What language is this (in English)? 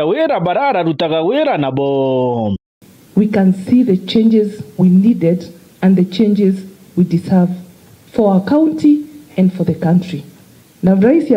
Meru